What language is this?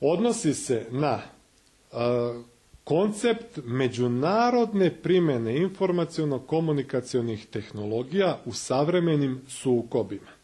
Serbian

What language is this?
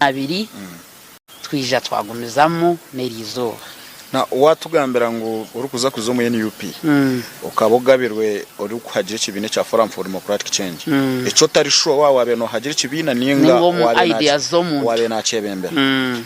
Nyankole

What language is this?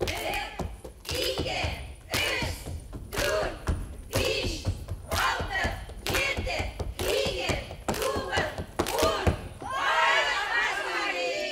Bashkir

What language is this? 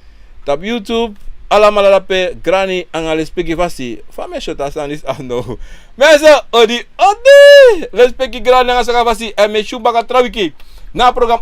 Sranan Tongo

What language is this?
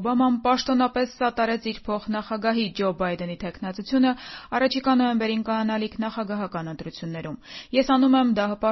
Armenian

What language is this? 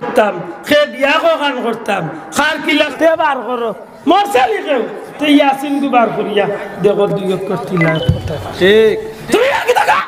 Sylheti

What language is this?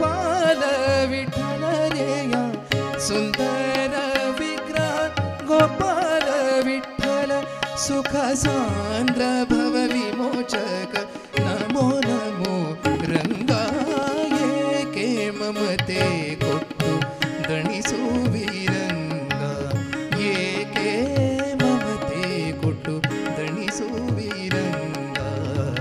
Kannada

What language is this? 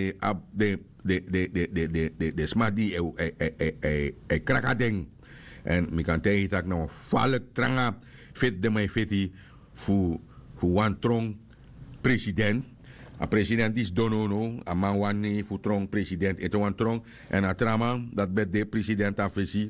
Sranan Tongo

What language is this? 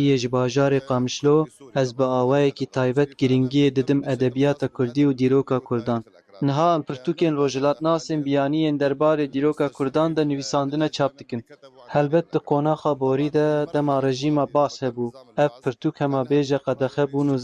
Kurdish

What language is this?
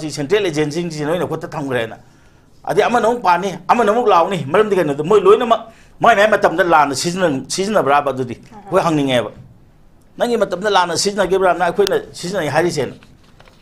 Manipuri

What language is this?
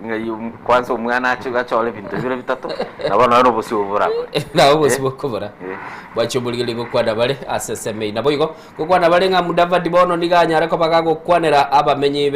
Gusii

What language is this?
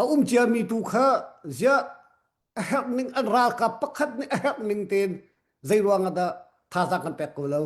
Hakha Chin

